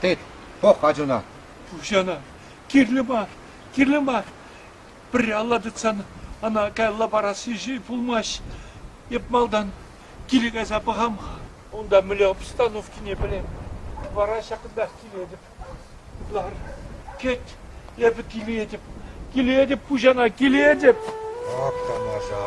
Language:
Chuvash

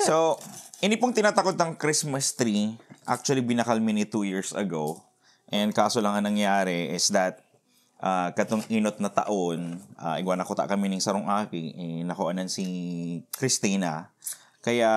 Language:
Bikol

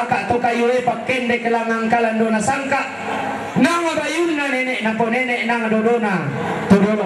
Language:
Toraja-Sa'dan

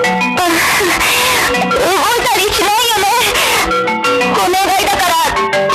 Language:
Japanese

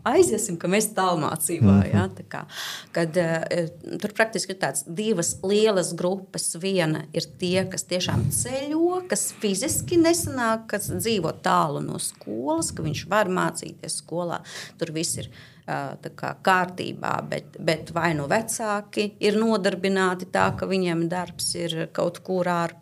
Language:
Latvian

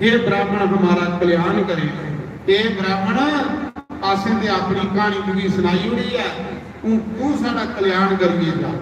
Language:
Dogri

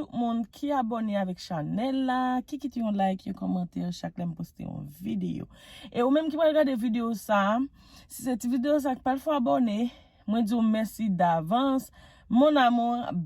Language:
Haitian Creole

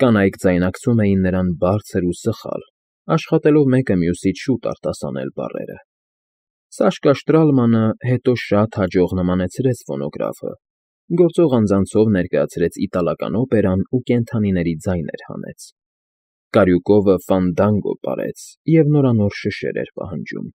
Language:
Armenian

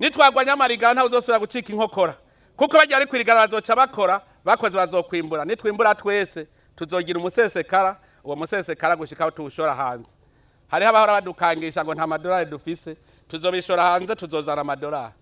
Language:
Rundi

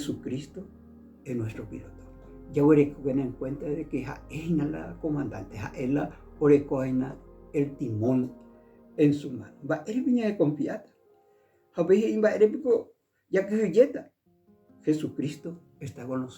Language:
Guarani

